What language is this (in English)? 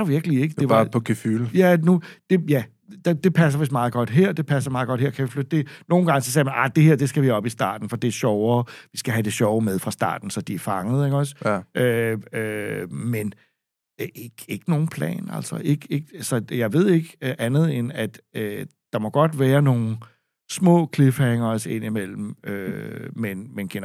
Danish